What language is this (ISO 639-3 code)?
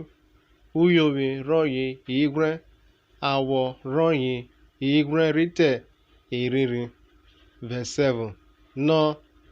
urh